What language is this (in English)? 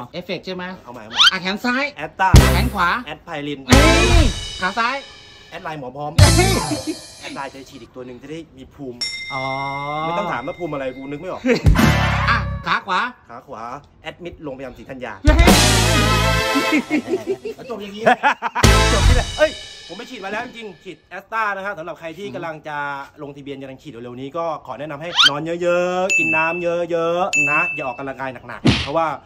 Thai